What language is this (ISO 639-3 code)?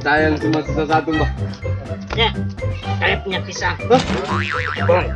mfp